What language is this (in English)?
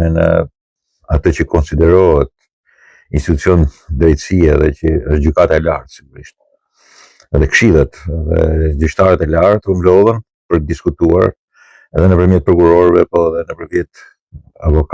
Albanian